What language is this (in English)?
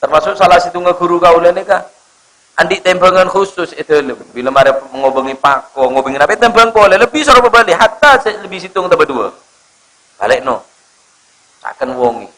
Madurese